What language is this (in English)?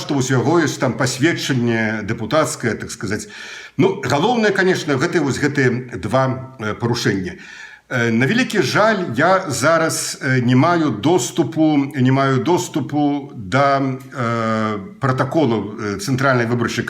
Belarusian